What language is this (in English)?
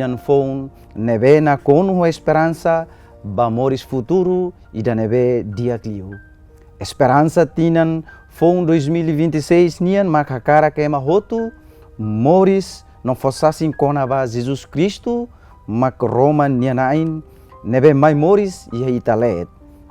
Tetum